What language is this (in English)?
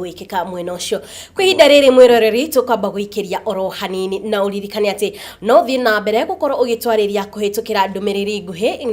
Kikuyu